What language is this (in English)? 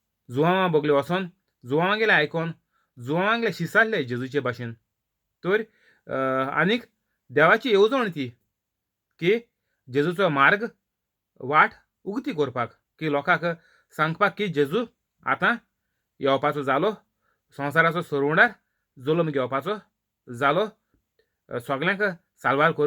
Konkani